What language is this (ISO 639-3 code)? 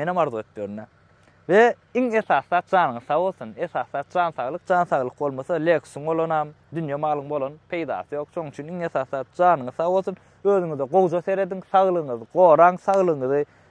tuk